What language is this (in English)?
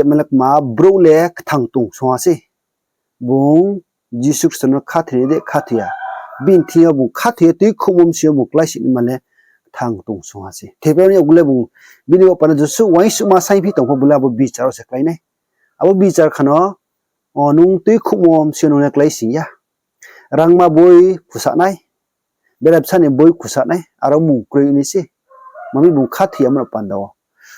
Riang (India)